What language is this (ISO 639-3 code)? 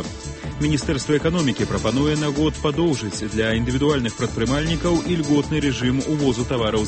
bel